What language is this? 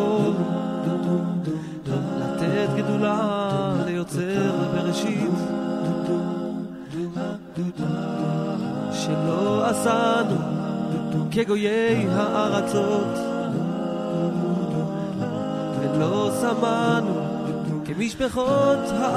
Hebrew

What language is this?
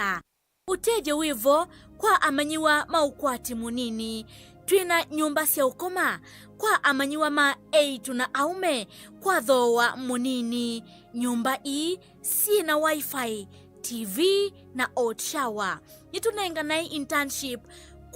Kamba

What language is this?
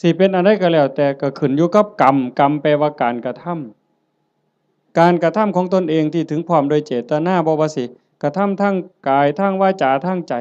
Northeastern Thai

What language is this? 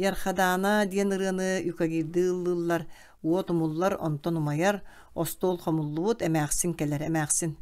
Yakut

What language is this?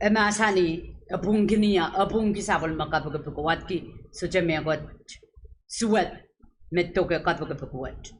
Pohnpeian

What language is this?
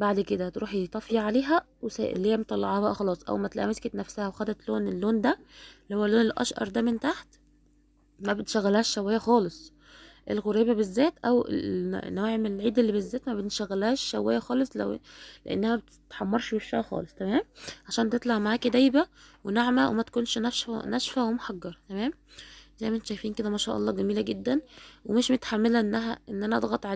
Egyptian Arabic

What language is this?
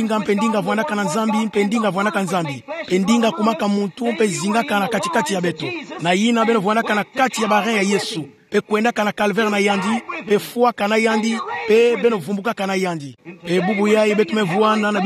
Kituba (Democratic Republic of Congo)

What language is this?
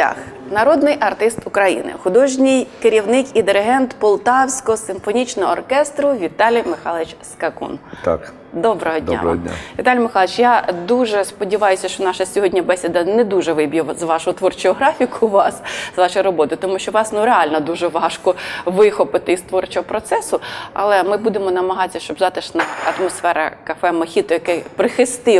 Ukrainian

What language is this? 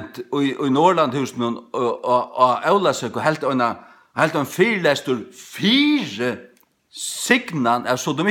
Faroese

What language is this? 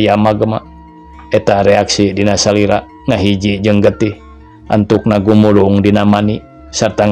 Sundanese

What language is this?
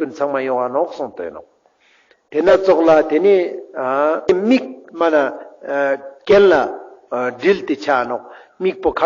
Ladakhi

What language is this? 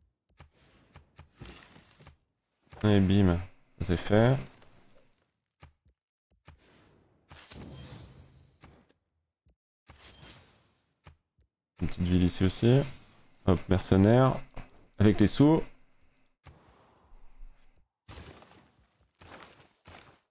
French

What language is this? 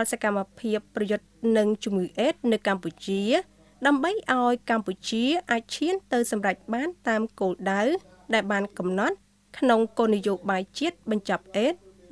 Khmer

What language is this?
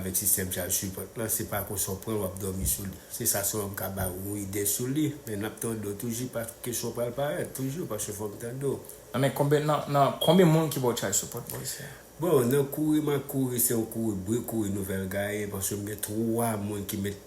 Haitian Creole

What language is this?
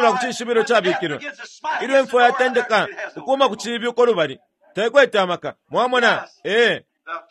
Bemba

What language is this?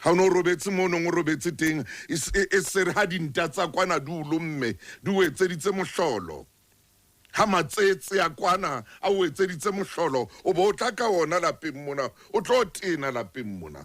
Southern Sotho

